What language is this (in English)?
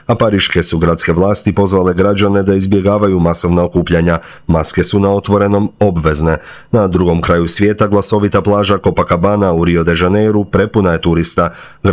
Croatian